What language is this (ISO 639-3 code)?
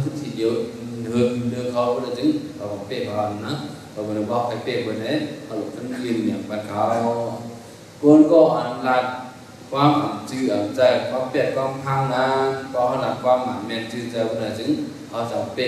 shn